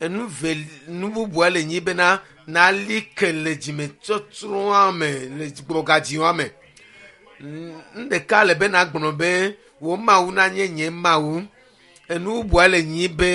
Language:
Ewe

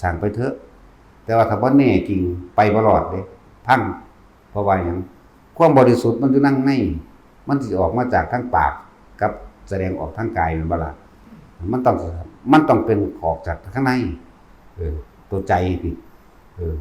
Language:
Northeastern Thai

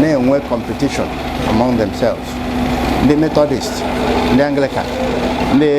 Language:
Igbo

